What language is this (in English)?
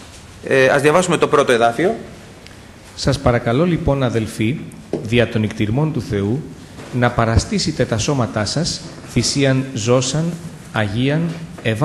Greek